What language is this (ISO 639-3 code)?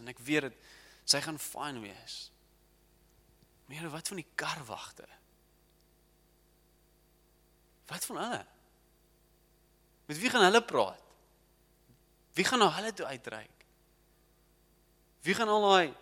afr